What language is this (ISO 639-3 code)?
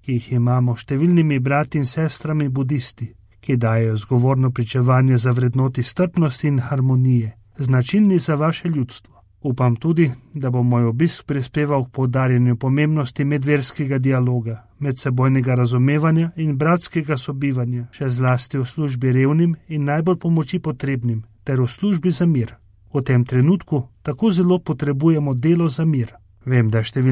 slv